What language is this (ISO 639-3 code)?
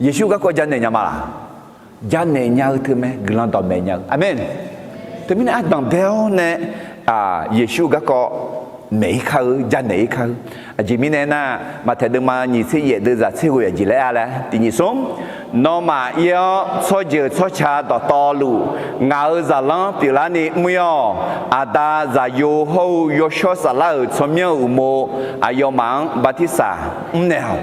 ahk